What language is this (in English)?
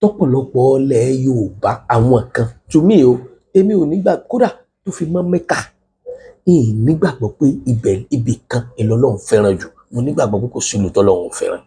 Yoruba